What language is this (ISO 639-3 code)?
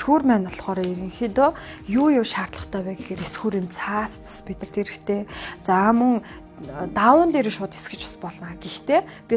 mon